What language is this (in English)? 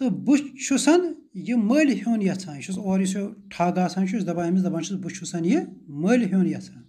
Kashmiri